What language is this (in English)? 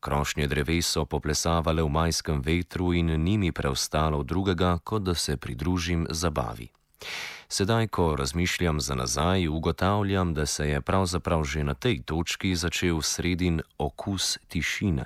Slovenian